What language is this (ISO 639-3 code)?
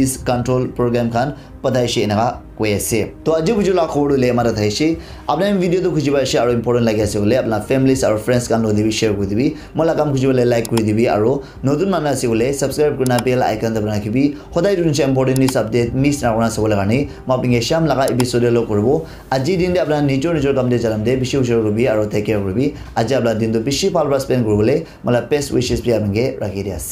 nag